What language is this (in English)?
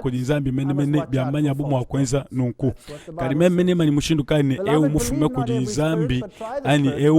Luba-Lulua